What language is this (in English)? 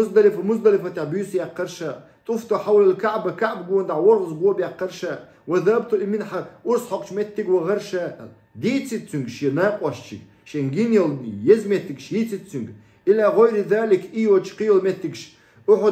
Chechen